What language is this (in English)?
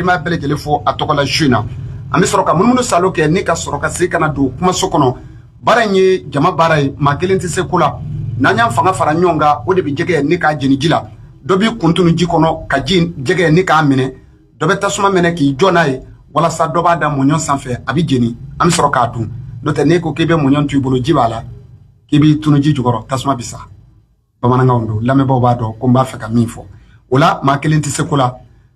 Bambara